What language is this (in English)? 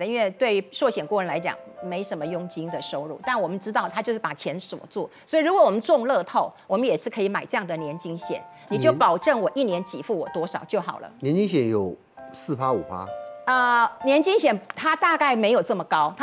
Chinese